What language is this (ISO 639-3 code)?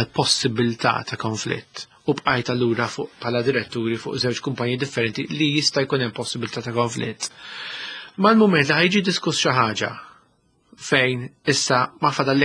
mlt